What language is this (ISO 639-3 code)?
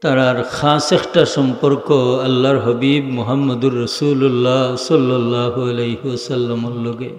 syl